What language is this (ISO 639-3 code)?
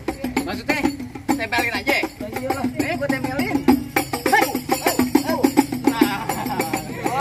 bew